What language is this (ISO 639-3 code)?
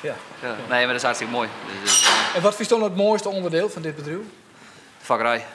fry